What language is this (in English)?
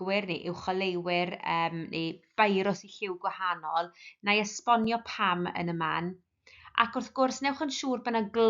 Welsh